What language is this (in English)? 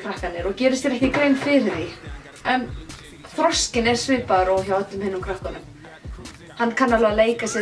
Icelandic